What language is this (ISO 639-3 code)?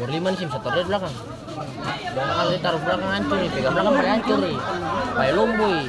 abs